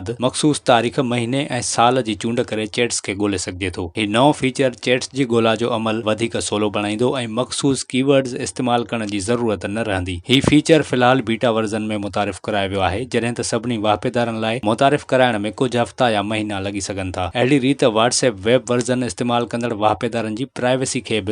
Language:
Sindhi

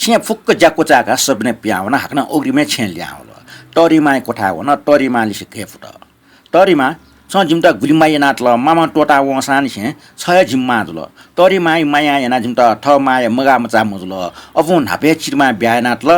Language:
Newari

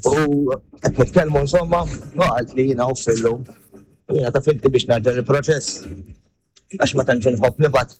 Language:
Maltese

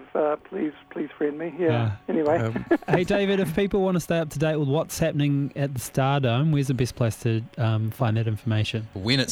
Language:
English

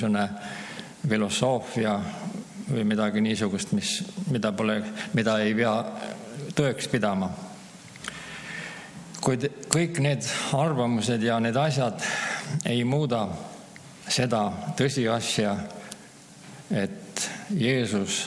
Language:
Estonian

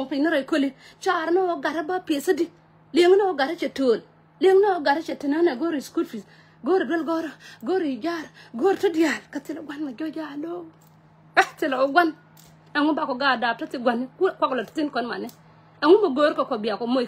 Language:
Nuer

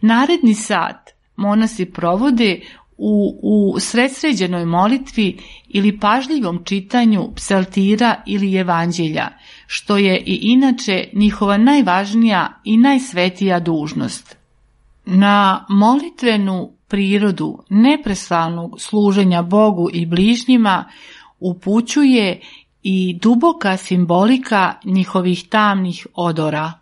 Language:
Serbian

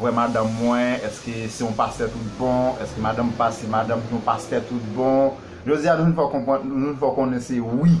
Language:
Haitian Creole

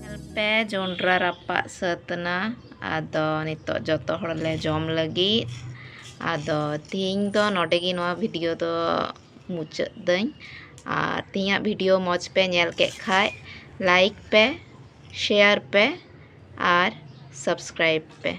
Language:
Santali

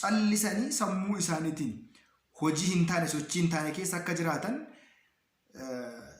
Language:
Oromo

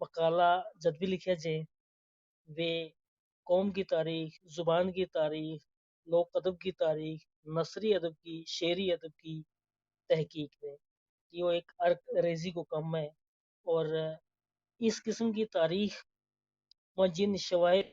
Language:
Gujari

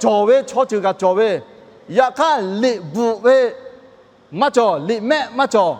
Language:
Lahu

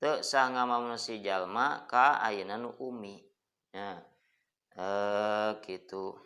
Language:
Sundanese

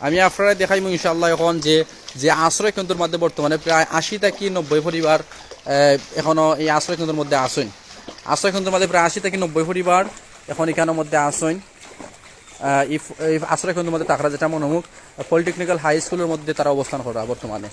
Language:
Sylheti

